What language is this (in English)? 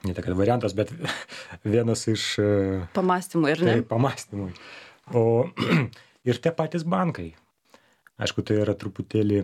Lithuanian